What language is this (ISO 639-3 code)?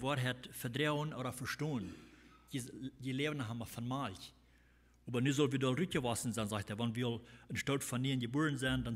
pdt